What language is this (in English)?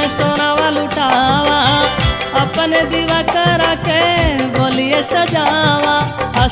Bhojpuri